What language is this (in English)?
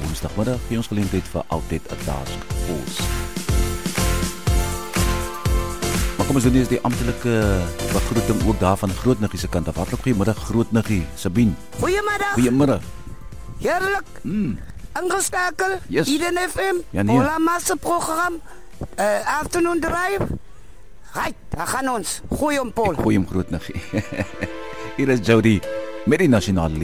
Afrikaans